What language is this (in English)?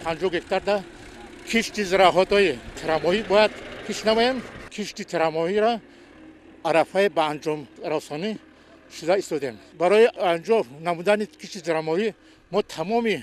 Tajik